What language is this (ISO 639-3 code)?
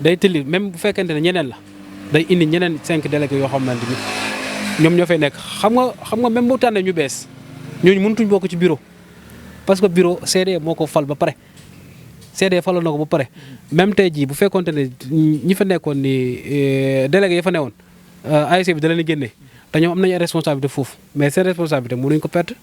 wol